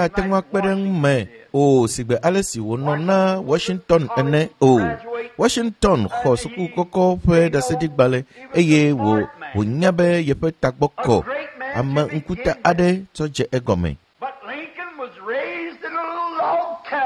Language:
Ewe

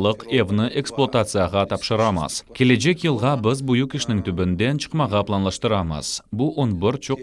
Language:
Crimean Tatar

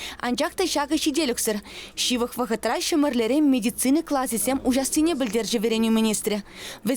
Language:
Chuvash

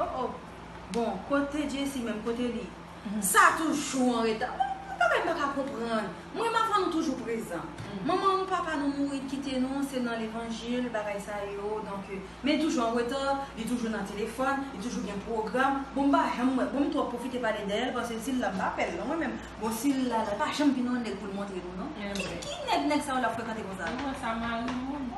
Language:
Haitian Creole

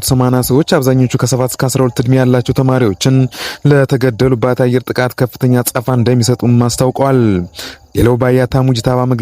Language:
Amharic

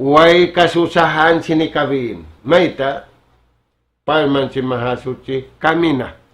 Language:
Tausug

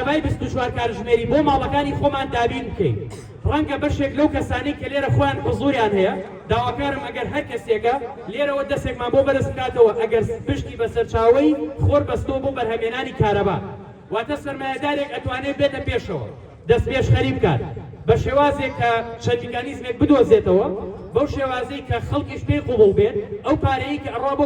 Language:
Central Kurdish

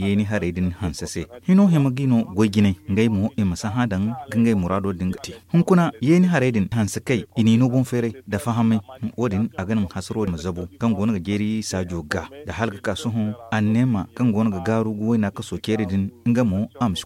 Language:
Zarma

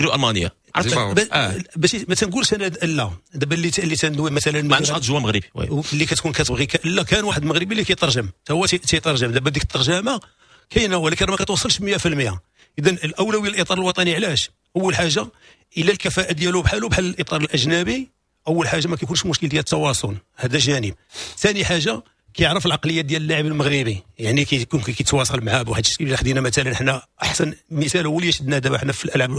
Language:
Moroccan Arabic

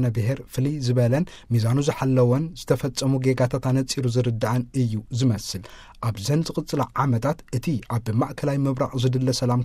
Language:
Tigrinya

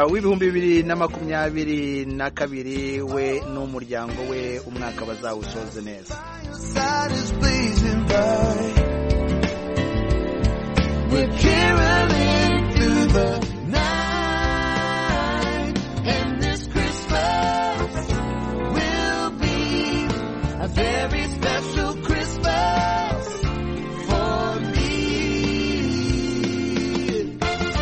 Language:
Kinyarwanda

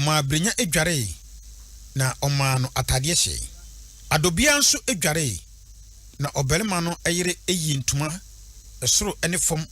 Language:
Akan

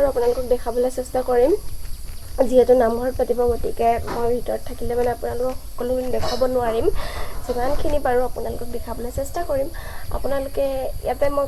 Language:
Assamese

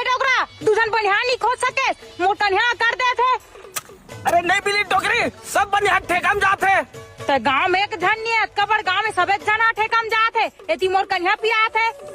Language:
Chhattisgarhi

